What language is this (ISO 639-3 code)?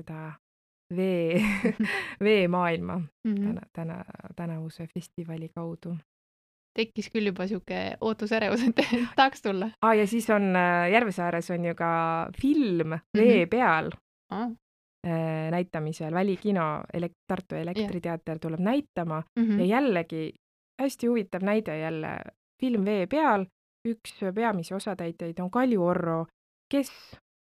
est